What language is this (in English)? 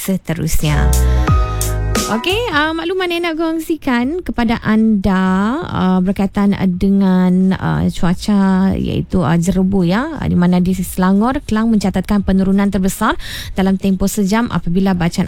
Malay